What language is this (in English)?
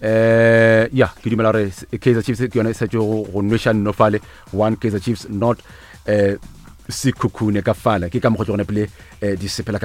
Northern Sotho